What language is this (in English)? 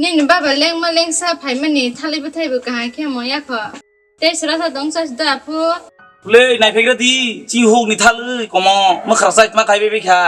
Kok Borok